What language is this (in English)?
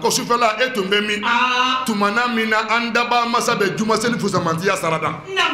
Bambara